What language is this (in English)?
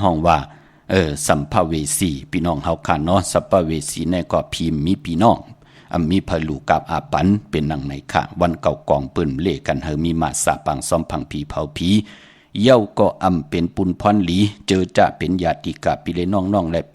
Shan